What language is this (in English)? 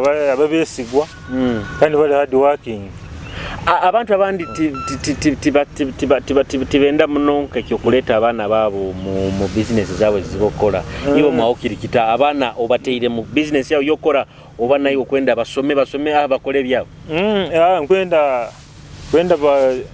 Nyoro